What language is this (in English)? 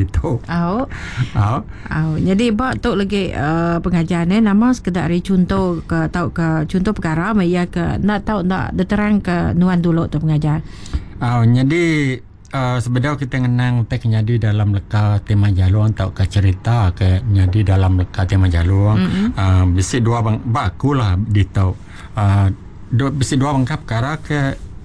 Iban